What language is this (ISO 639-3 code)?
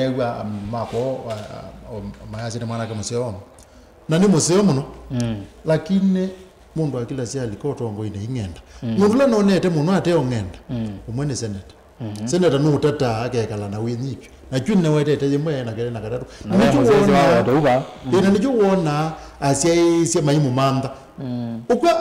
kam